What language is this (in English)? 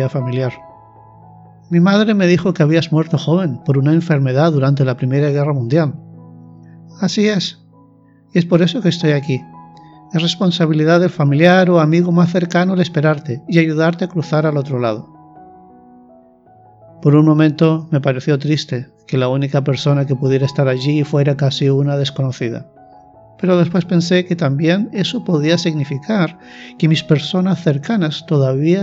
Spanish